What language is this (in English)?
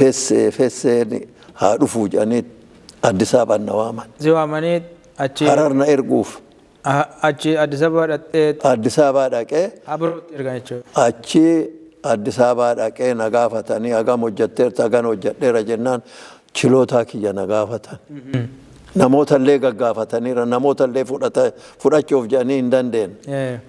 Oromo